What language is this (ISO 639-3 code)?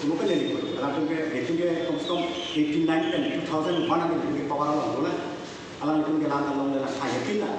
mjw